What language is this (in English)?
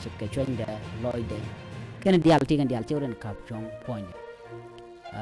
Nuer